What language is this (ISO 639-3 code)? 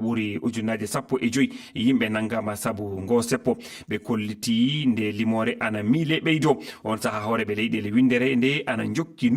ful